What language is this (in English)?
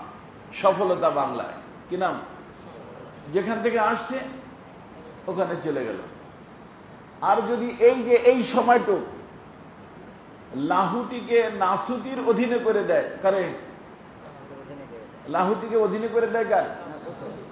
Bangla